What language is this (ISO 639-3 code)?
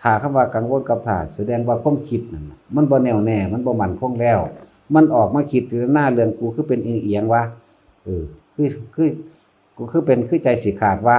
tts